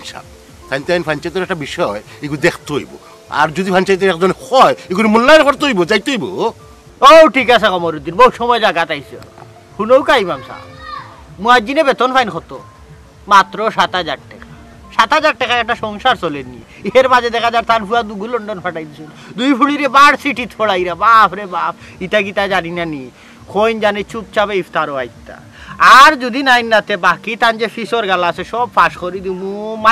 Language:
Sylheti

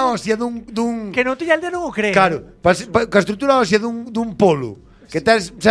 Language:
Galician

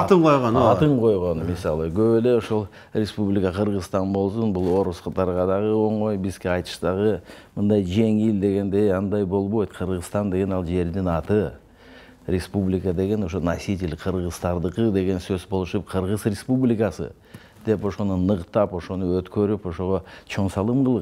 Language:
Kyrgyz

